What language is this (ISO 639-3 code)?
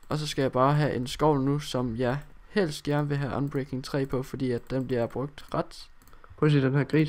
dan